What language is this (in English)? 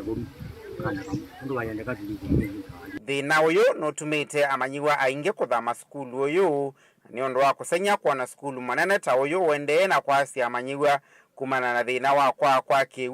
Kamba